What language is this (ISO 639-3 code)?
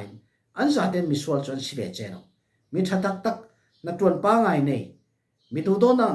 cfm